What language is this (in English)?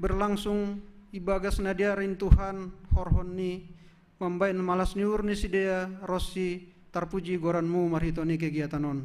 Batak Simalungun